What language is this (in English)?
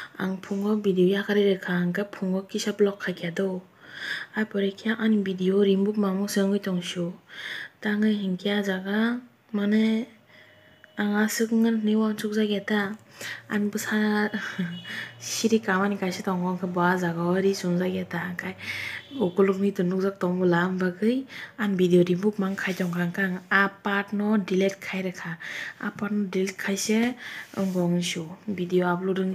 Kok Borok